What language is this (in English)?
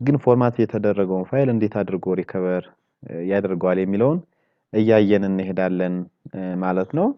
Amharic